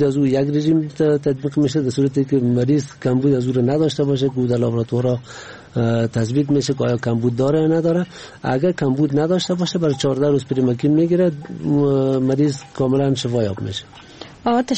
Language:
Persian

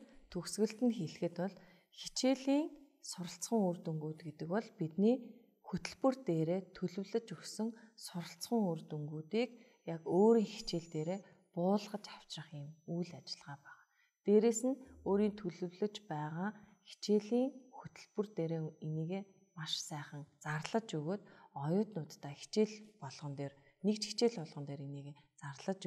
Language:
Mongolian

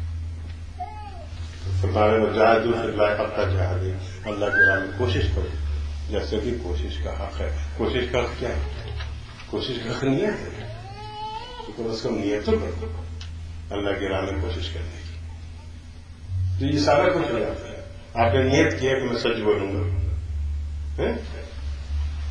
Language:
Urdu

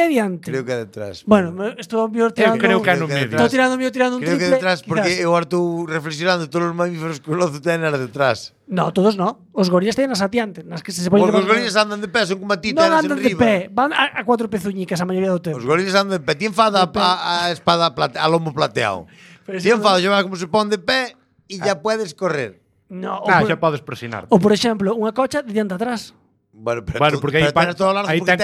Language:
Galician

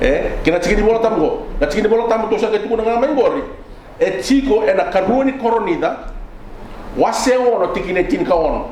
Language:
Fijian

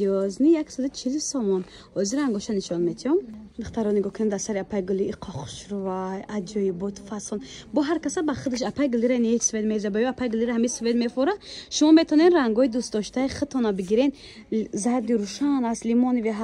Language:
Tajik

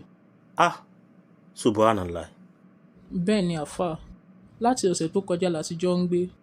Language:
Yoruba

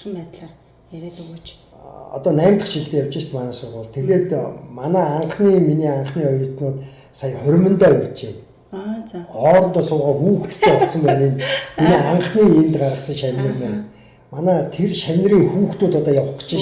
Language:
Mongolian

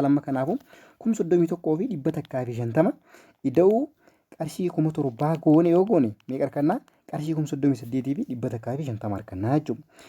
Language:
Oromo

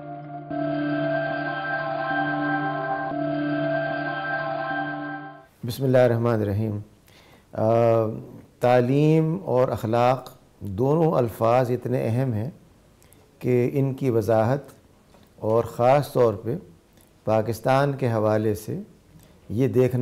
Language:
Urdu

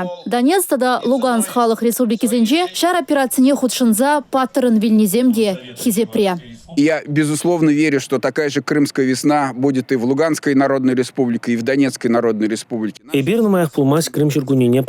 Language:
Chuvash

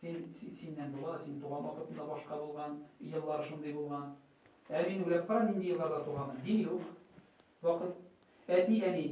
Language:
Tatar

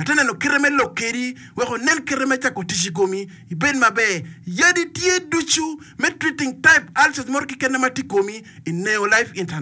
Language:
Acoli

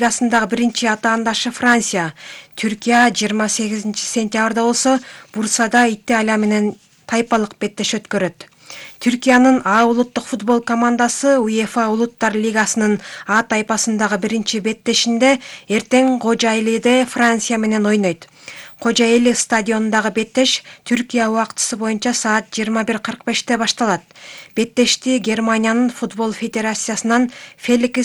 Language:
Kyrgyz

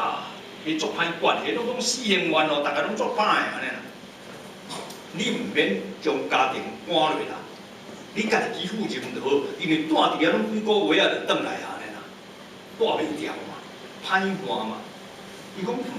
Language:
Min Nan Chinese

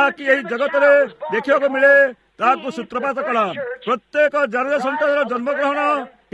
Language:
Odia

